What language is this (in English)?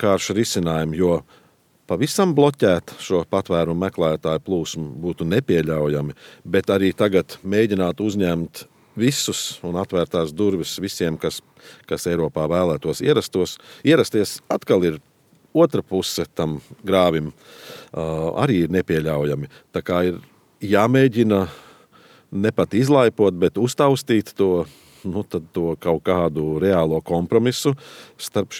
Latvian